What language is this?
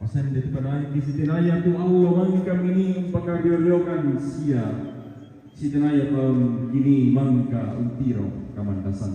Toraja-Sa'dan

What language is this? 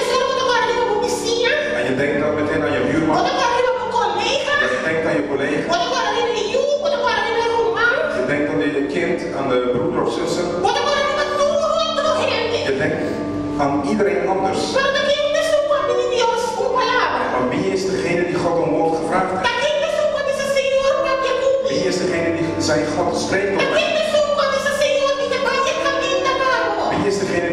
Papiamento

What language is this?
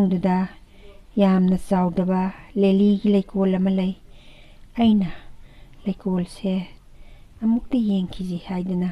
Manipuri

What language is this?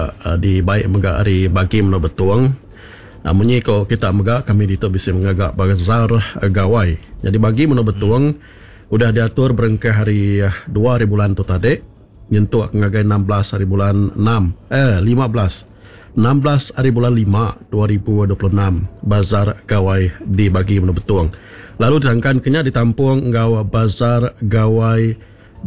Iban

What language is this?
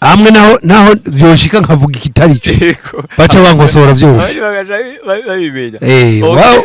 Rundi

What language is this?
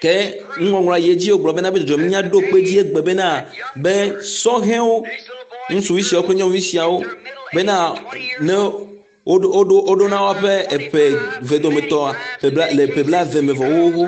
Ewe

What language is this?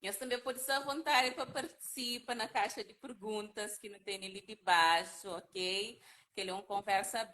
Kabuverdianu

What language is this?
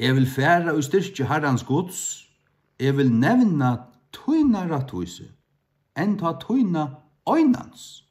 Faroese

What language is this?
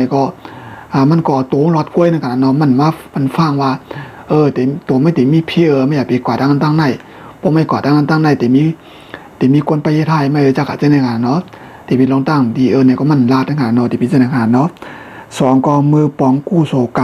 Shan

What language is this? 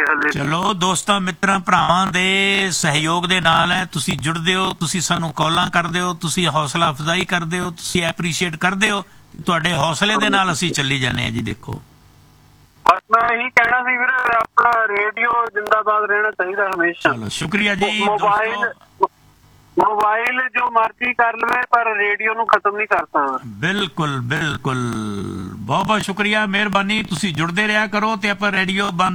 Punjabi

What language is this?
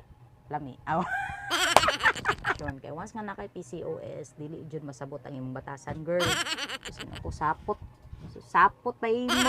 Cebuano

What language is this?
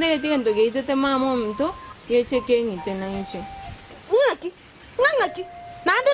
Gusii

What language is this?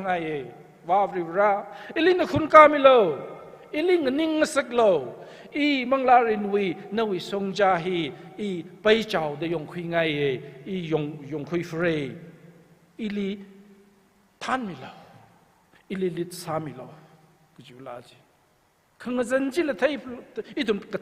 Tangkhul Naga (India)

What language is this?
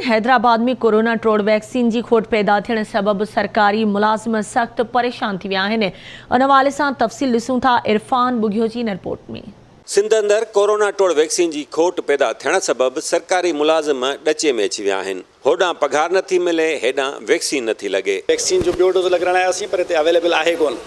Sindhi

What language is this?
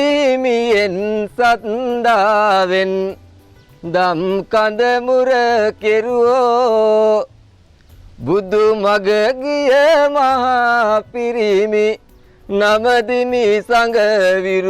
Sinhala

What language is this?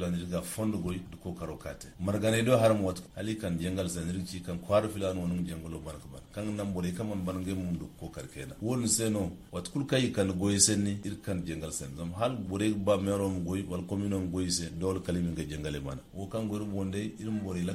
Zarma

